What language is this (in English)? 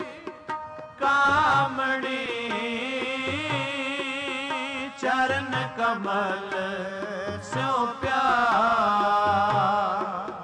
Punjabi